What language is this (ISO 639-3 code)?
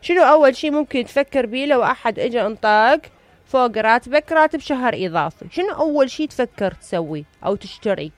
acm